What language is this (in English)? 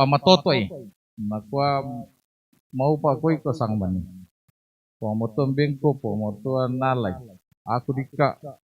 Toraja-Sa'dan